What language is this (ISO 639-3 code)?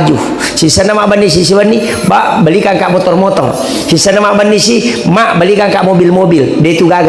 bug